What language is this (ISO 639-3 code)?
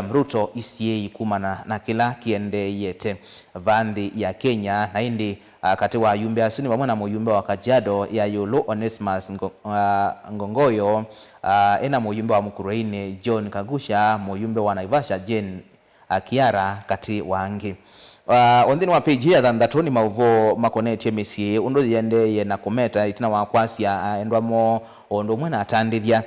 kam